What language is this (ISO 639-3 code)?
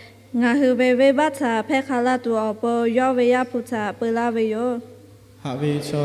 lhu